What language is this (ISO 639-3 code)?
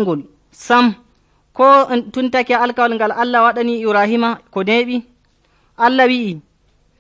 fuv